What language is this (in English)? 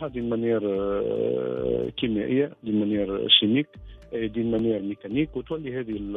Tunisian Arabic